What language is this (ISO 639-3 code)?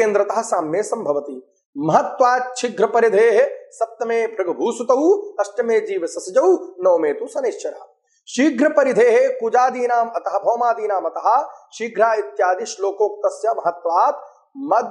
san